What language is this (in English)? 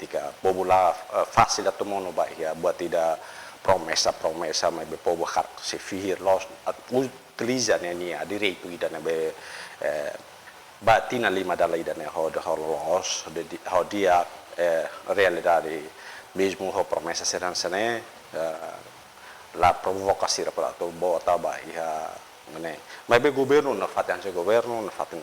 Tetum